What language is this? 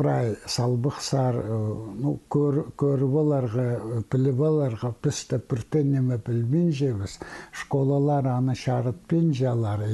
Khakas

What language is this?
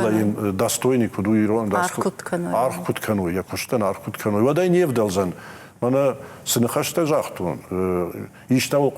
Ossetic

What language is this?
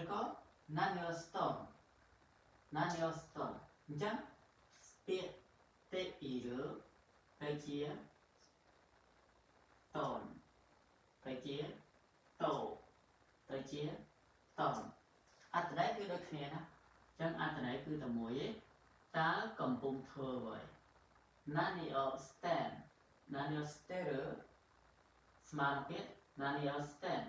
Khmer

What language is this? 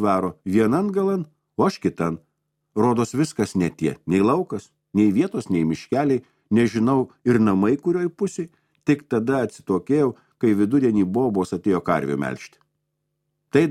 Lithuanian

